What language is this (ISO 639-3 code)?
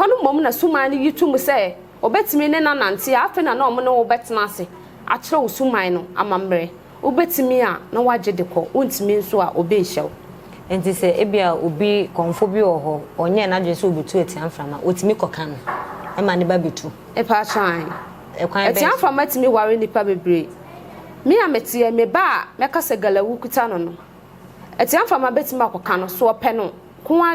aka